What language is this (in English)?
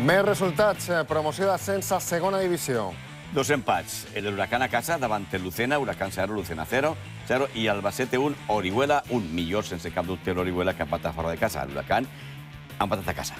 Catalan